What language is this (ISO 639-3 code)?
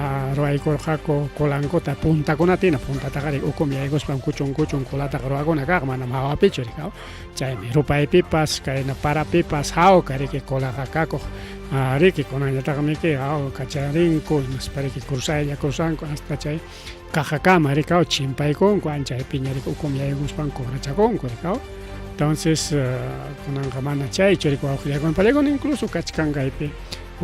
quy